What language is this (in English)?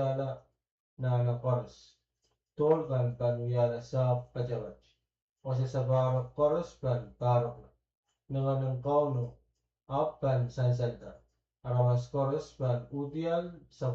Pohnpeian